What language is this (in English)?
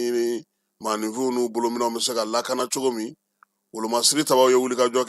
Bambara